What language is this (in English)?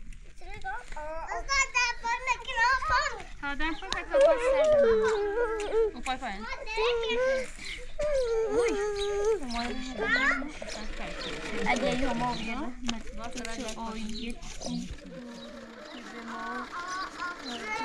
Persian